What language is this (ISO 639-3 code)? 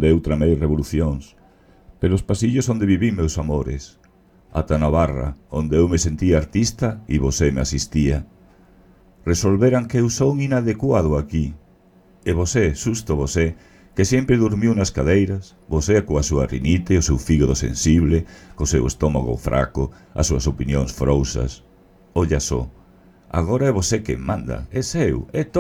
glg